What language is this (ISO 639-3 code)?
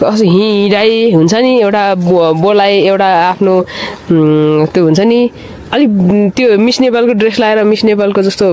nep